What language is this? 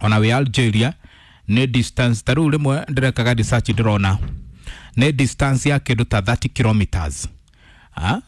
Kikuyu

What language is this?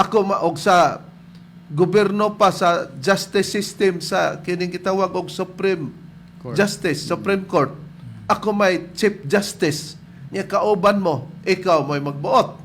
Cebuano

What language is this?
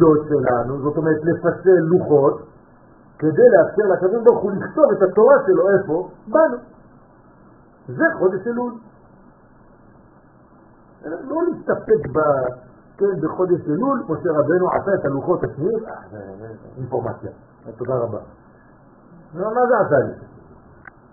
Hebrew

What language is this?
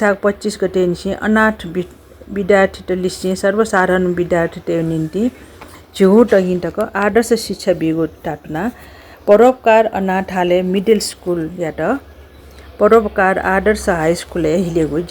Newari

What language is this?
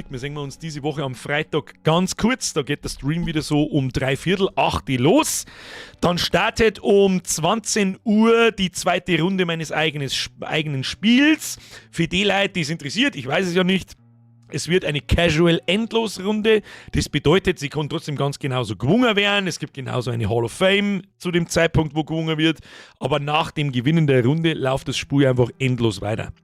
Bavarian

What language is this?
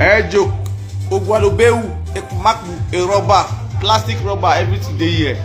Nigerian Pidgin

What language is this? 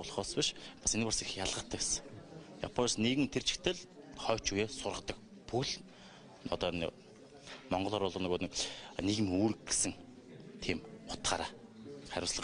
Mongolian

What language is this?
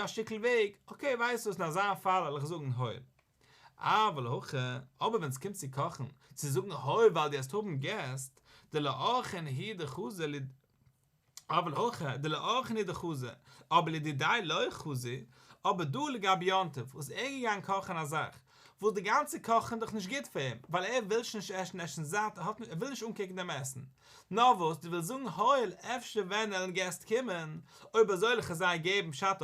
Yiddish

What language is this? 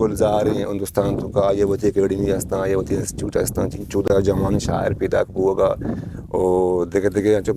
Eastern Balochi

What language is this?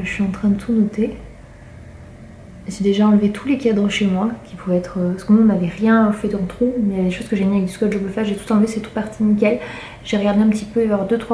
French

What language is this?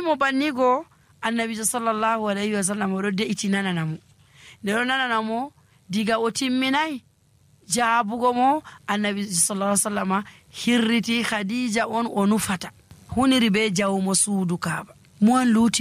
Nigerian Fulfulde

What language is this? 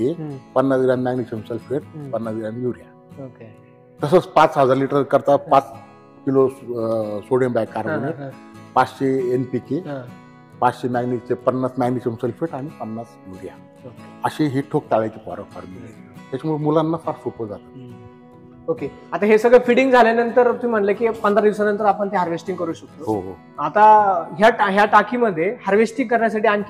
Marathi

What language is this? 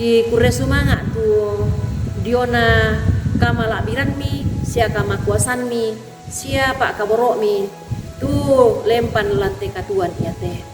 Toraja-Sa'dan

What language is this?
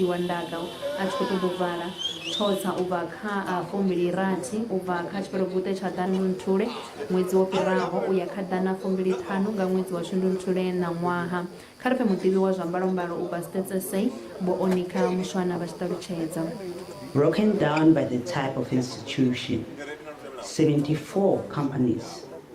Venda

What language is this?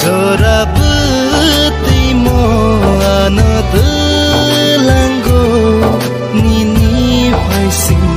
Kok Borok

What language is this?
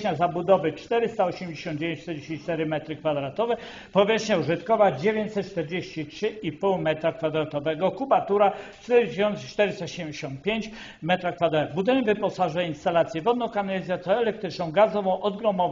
Polish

